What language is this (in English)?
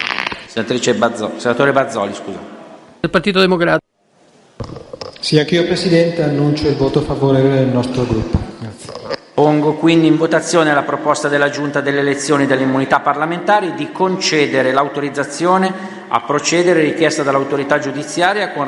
Italian